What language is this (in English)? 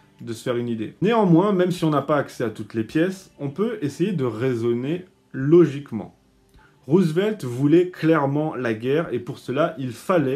French